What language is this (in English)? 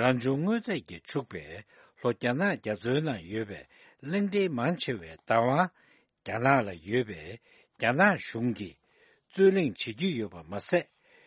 Tibetan